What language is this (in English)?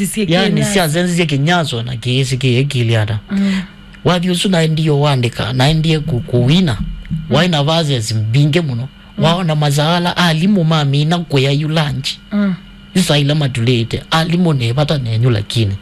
Kamba